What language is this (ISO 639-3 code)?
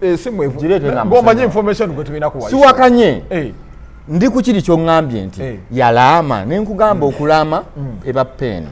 lug